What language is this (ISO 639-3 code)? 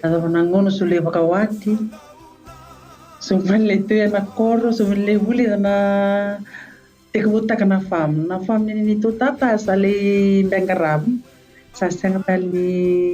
fij